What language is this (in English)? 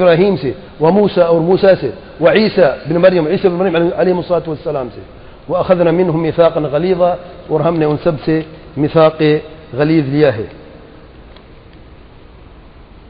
Urdu